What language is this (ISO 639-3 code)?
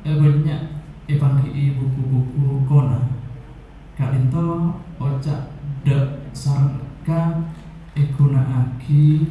mad